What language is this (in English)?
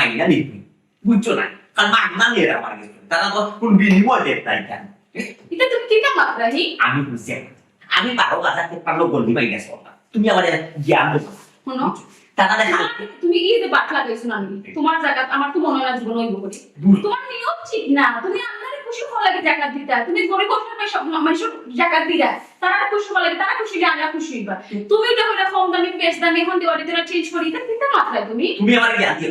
Sylheti